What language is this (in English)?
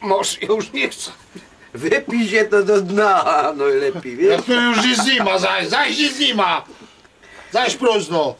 Silesian